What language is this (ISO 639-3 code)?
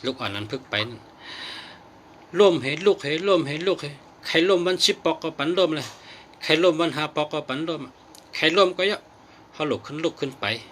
shn